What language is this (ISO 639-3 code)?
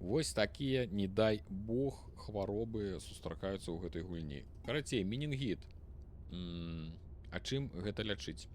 bel